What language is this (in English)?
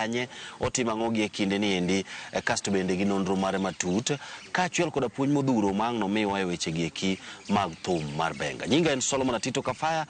Luo (Kenya and Tanzania)